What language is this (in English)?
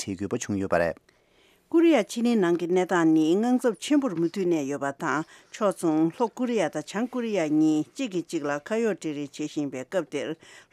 Tibetan